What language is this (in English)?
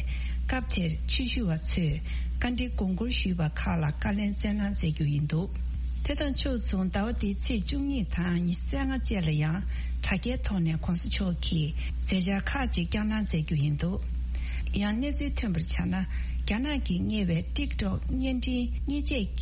Tibetan